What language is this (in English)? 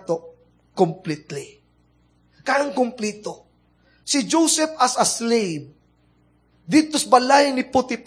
Cebuano